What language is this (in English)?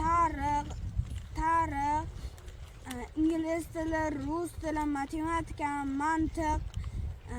Uzbek